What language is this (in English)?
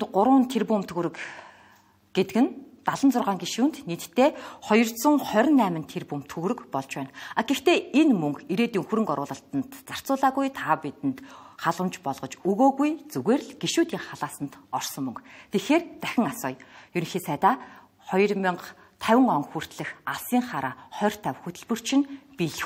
Mongolian